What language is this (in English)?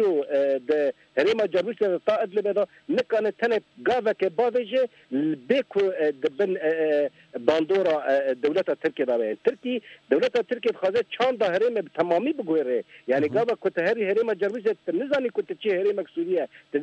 Kurdish